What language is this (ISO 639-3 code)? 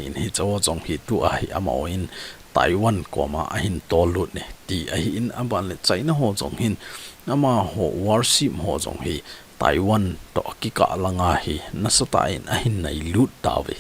tcz